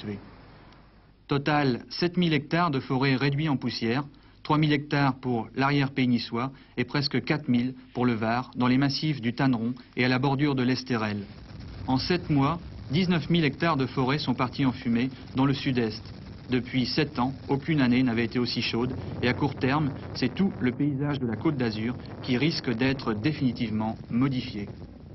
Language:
French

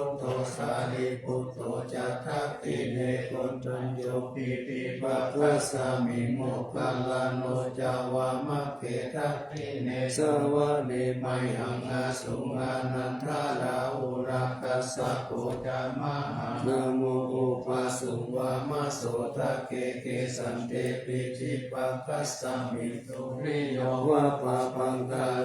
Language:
Pali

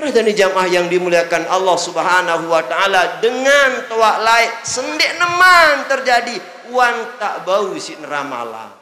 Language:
Sasak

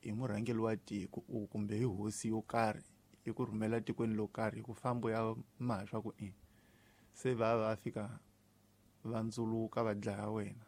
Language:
Tsonga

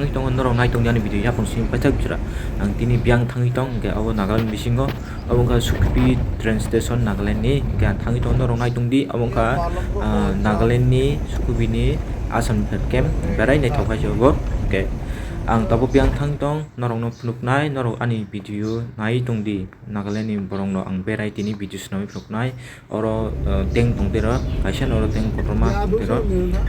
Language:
Kok Borok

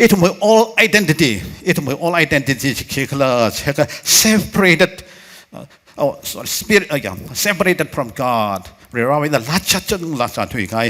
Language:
Tangkhul Naga (India)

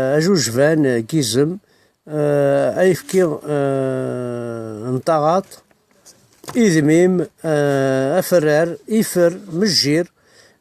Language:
Kabyle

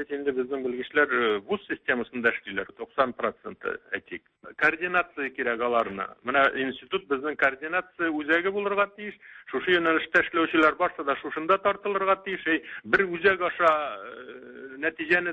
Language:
Tatar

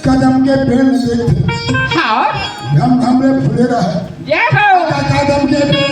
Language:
Chhattisgarhi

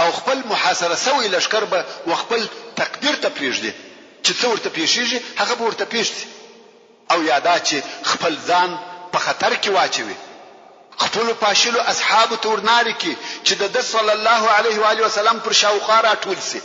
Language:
Pashto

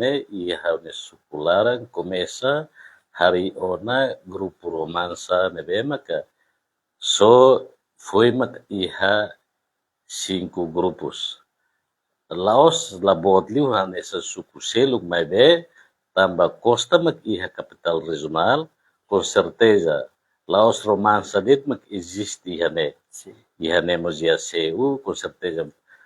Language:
Tetum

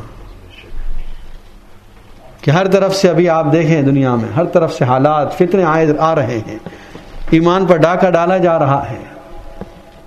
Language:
Urdu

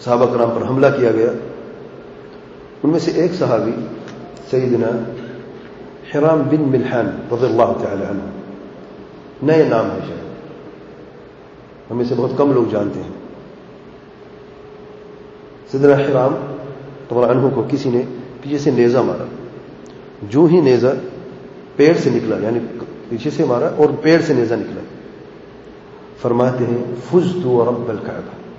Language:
Urdu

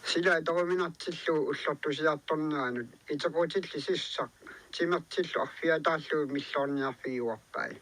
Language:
Kalaallisut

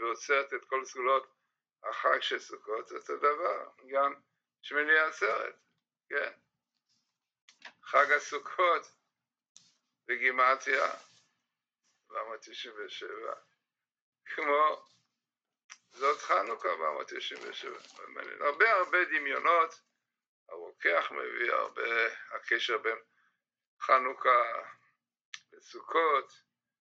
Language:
Hebrew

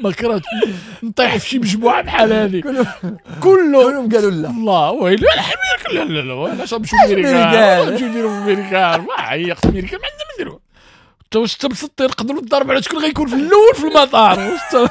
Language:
Moroccan Arabic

